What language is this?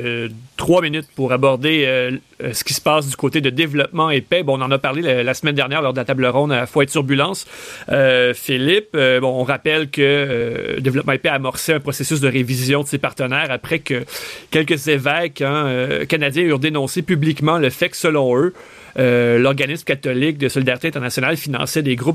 French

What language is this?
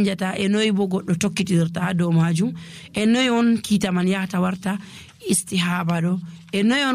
Nigerian Fulfulde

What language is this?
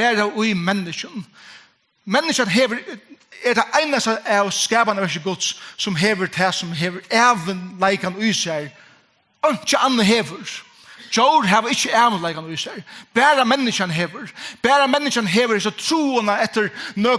Faroese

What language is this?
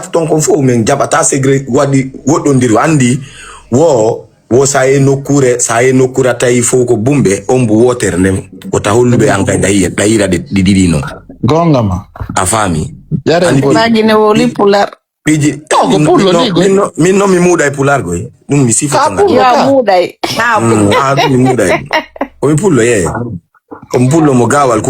Fula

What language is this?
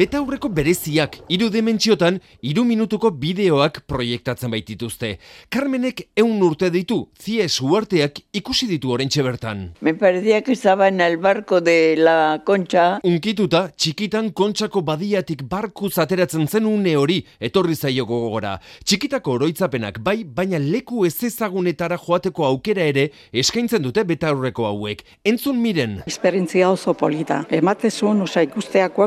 Basque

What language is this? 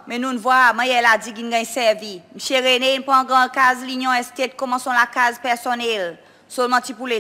Seselwa Creole French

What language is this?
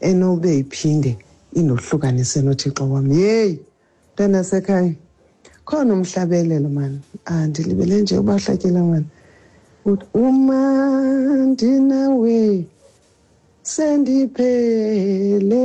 Xhosa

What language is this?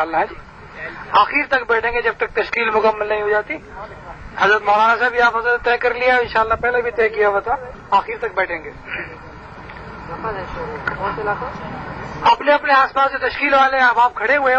Urdu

